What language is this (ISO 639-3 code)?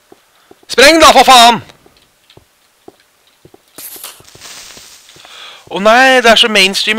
nor